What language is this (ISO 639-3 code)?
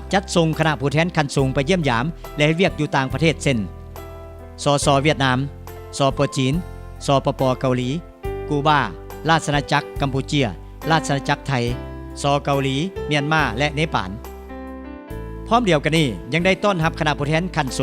lao